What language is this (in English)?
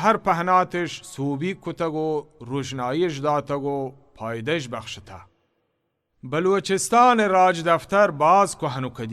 Baluchi